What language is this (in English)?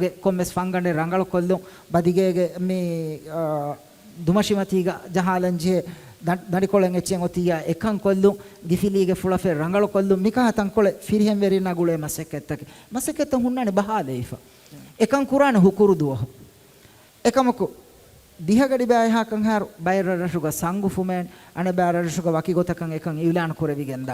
Divehi